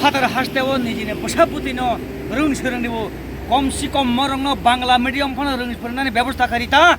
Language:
Kok Borok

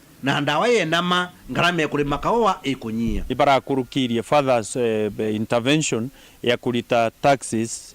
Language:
Meru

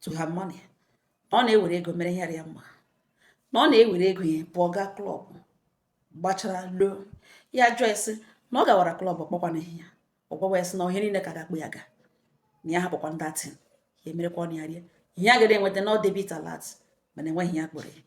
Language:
Igbo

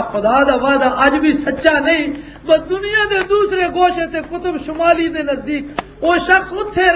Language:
Western Panjabi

